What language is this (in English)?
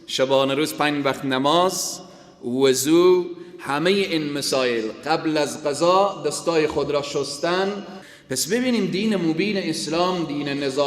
Persian